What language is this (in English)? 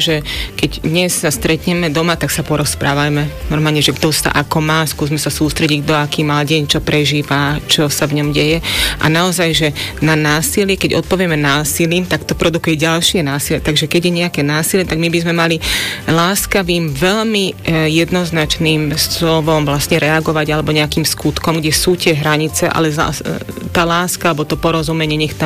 Slovak